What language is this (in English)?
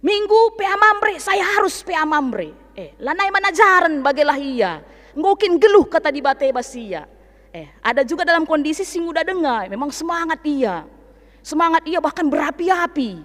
Batak Karo